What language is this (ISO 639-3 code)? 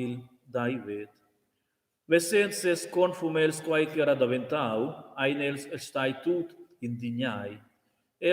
roh